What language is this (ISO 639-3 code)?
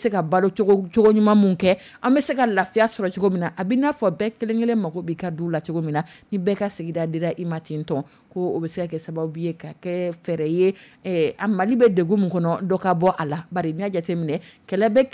dyu